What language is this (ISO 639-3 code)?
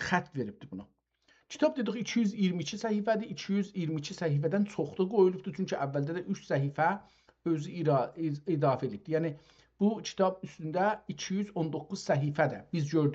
azb